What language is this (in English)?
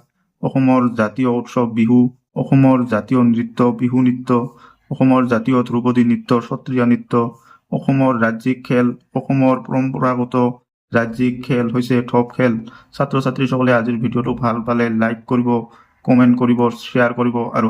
Assamese